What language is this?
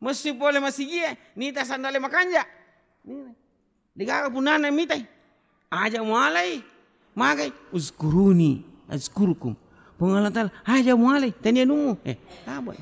Buginese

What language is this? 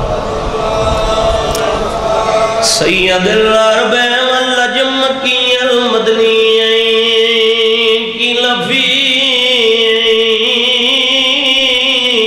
Urdu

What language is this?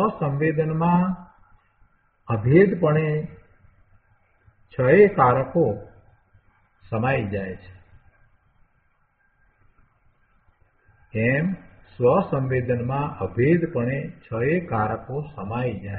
Gujarati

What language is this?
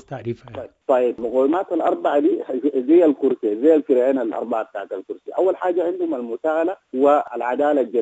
Sudanese Arabic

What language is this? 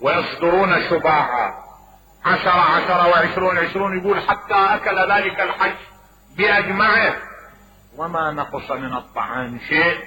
Mesopotamian Arabic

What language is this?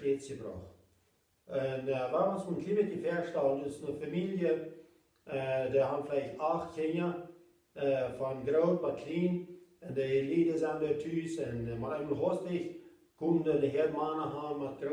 Plautdietsch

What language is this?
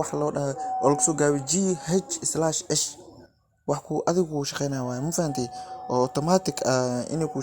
Somali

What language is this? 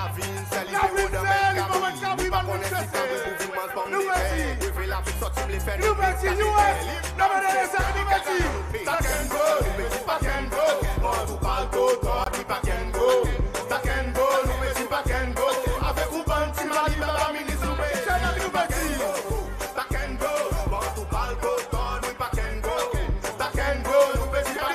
Seselwa Creole French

